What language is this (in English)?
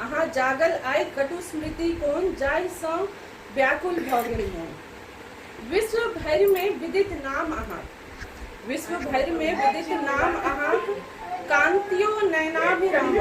Maithili